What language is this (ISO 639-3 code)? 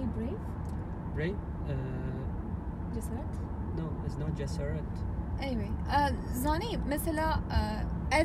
kur